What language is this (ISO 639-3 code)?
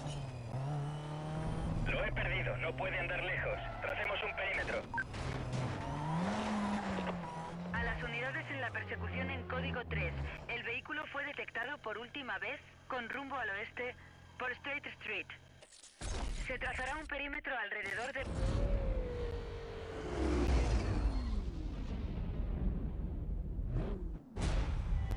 spa